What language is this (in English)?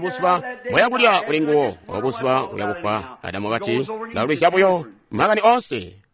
Tonga (Zambia)